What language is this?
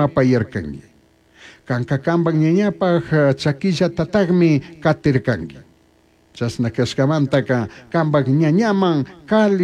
Chimborazo Highland Quichua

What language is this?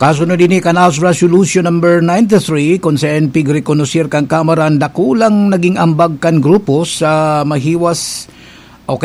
Bikol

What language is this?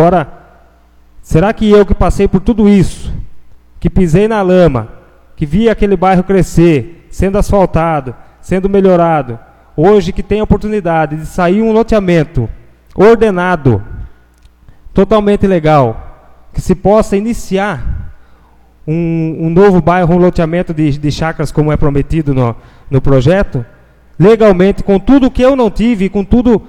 Portuguese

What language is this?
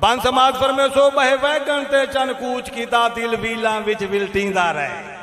Saraiki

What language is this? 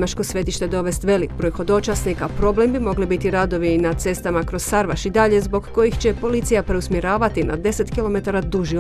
Croatian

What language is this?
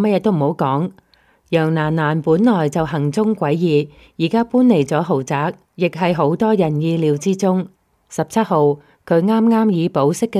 Cantonese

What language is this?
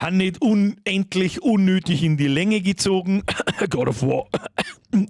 Bavarian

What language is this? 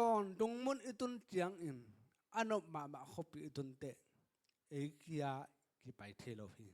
Tedim Chin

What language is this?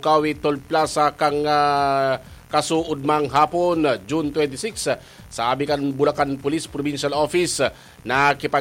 Bikol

